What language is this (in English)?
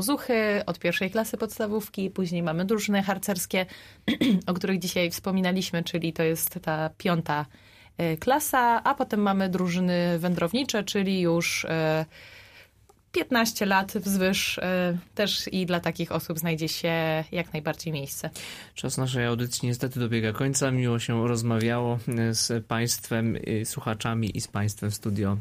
Polish